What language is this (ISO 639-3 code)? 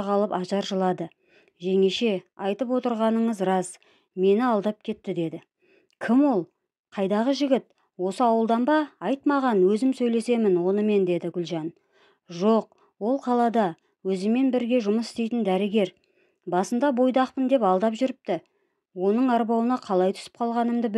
kaz